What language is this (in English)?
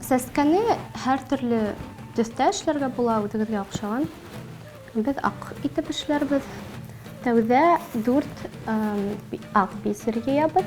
Bashkir